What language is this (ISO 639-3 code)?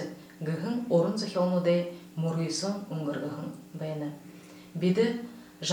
bua